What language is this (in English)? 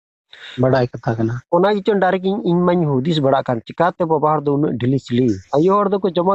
Santali